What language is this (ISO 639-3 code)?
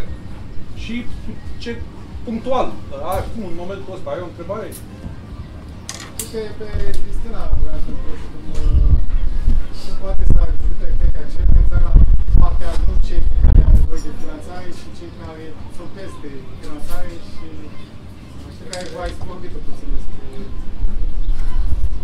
ron